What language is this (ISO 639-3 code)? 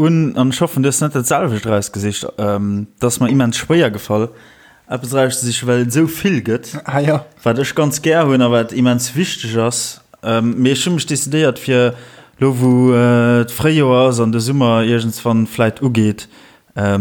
ltz